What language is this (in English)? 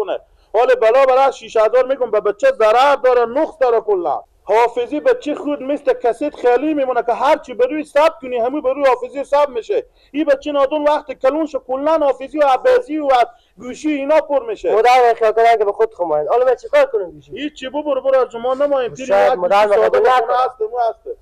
Persian